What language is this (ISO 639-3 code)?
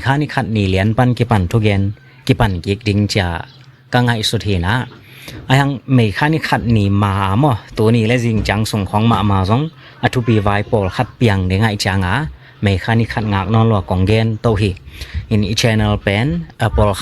ctd